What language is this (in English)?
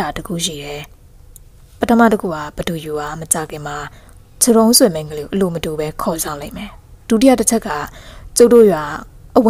Burmese